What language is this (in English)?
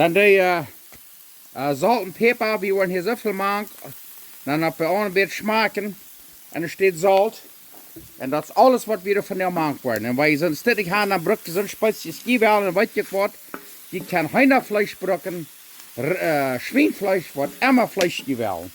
Plautdietsch